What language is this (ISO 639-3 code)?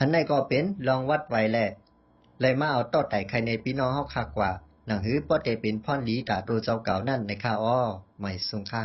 shn